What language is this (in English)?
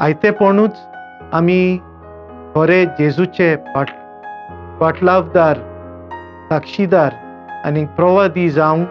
Konkani